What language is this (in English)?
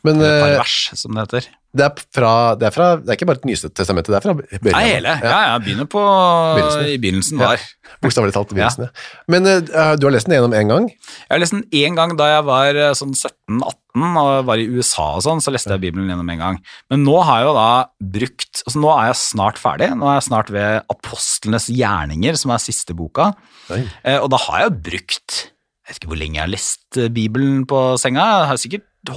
Norwegian